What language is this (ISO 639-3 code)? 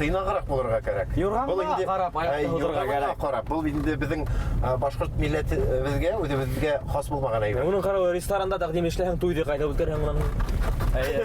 bak